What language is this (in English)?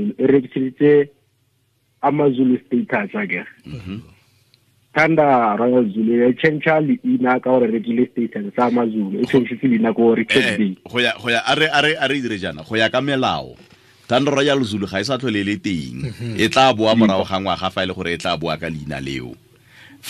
Tswana